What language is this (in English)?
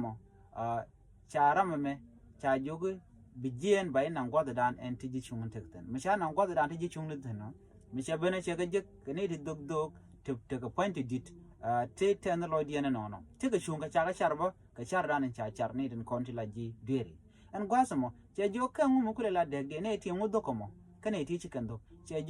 Nuer